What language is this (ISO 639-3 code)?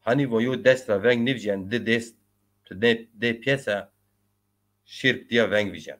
zza